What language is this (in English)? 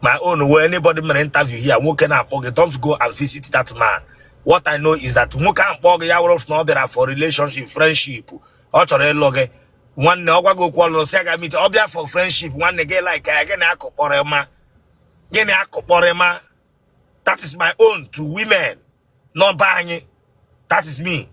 Igbo